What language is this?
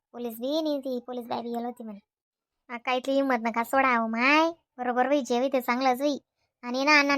Khandesi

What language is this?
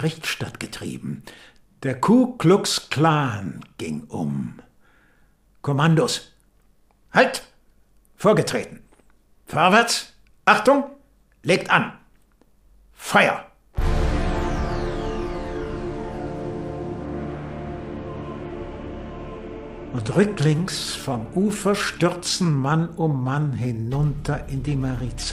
German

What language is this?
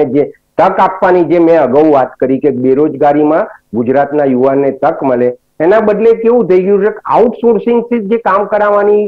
Gujarati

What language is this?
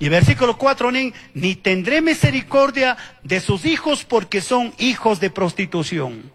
Chimborazo Highland Quichua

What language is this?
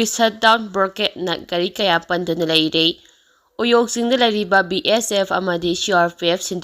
Manipuri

